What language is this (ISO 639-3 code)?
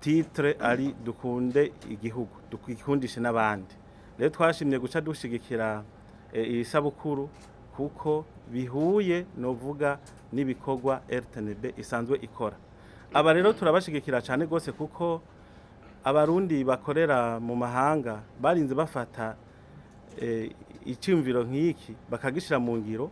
run